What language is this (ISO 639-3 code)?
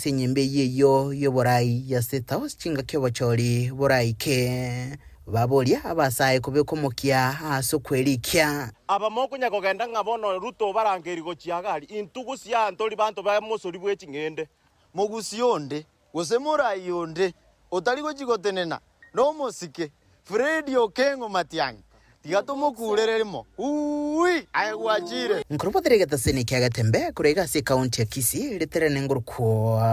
guz